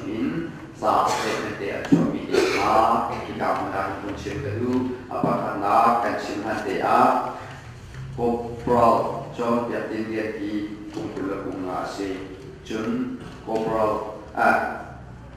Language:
Hakha Chin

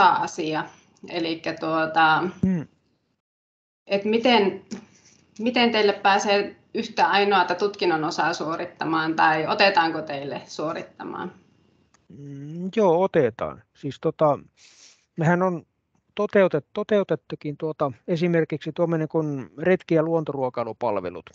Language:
Finnish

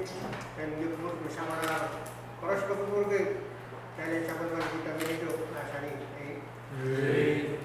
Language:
Pohnpeian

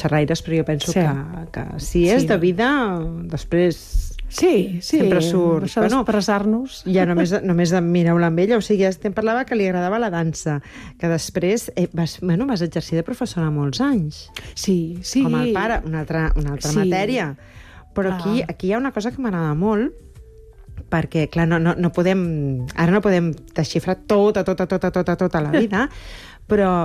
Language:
Catalan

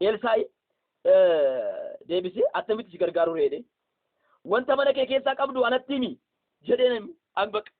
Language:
Oromo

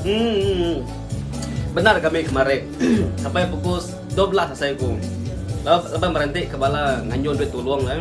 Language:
Iban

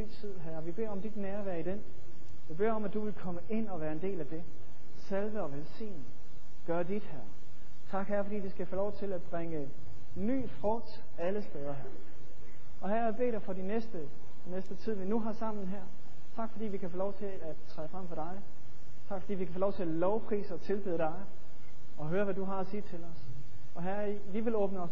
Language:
Danish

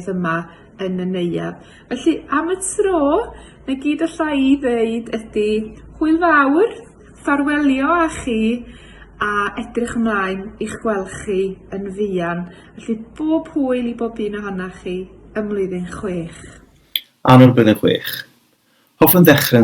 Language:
Welsh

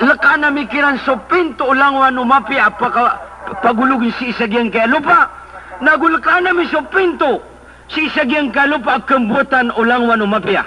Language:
Maranao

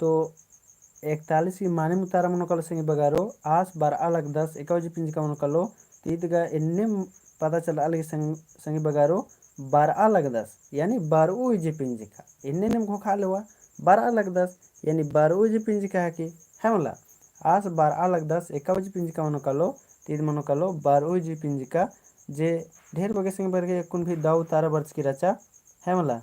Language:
Kurukh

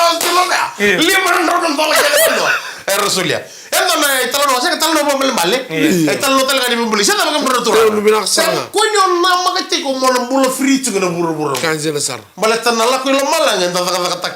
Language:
Fijian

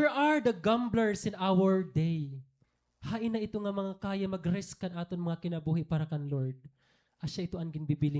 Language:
Waray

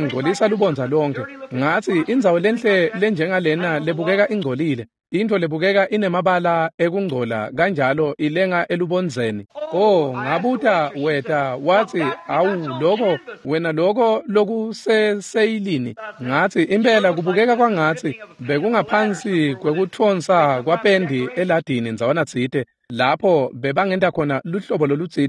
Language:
Swati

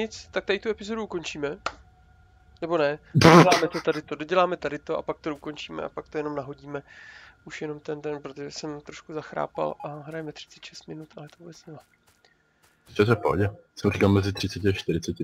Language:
Czech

